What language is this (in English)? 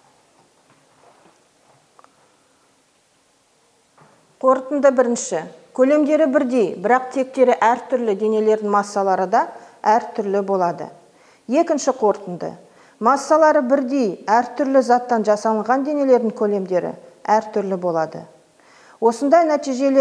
Kazakh